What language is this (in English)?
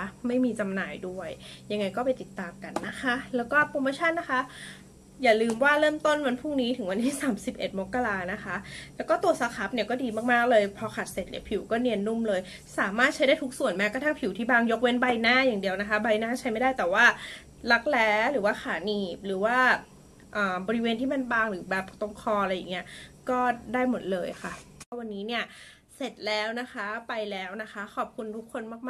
Thai